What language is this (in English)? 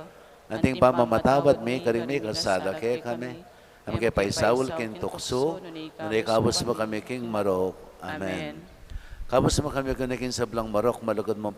Pampanga